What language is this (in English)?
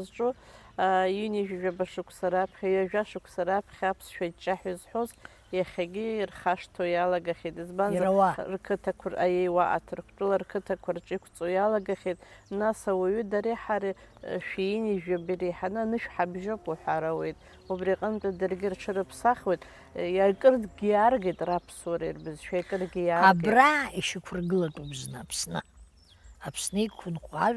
Abkhazian